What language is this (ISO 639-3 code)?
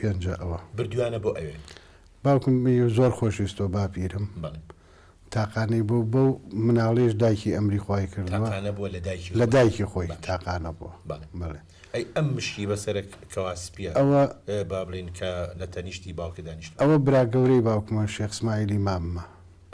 ckb